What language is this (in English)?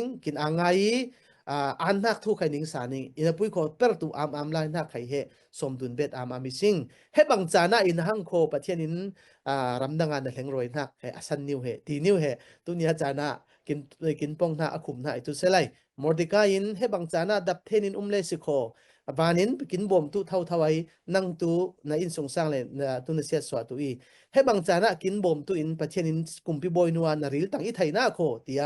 Falam Chin